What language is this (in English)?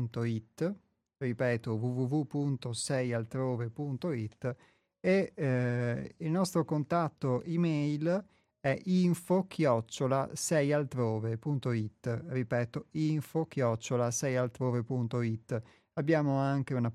Italian